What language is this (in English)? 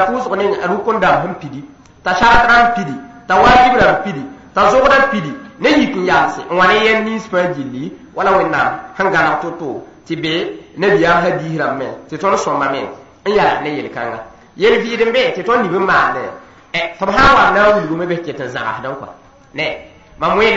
Mossi